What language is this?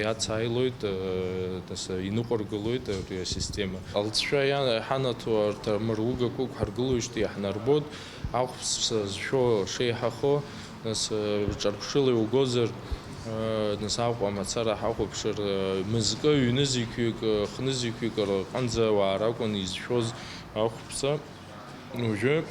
Abkhazian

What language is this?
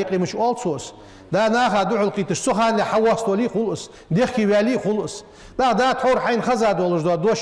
Ingush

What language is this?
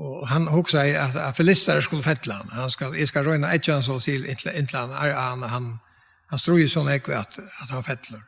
Faroese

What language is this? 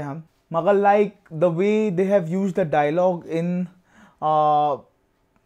Konkani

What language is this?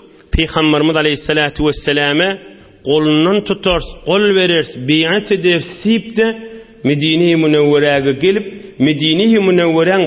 Turkmen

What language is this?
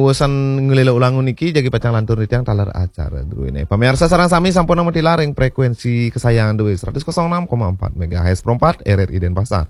Balinese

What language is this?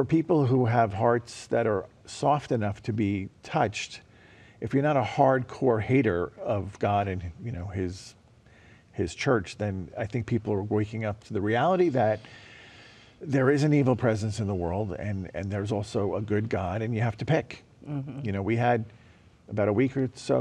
English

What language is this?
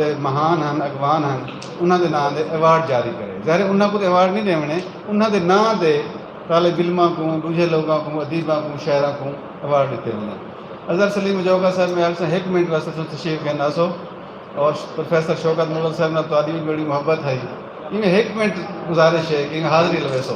Saraiki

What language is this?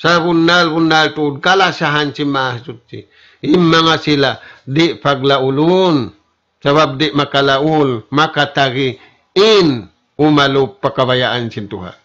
Tausug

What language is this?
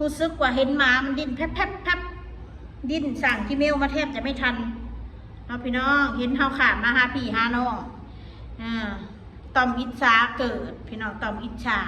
Northeastern Thai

